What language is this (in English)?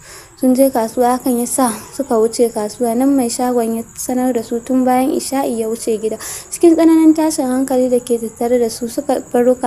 Hausa